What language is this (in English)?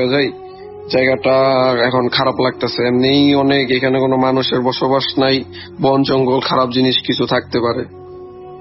Bangla